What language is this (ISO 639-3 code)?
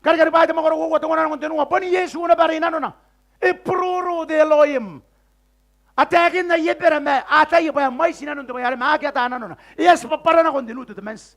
gil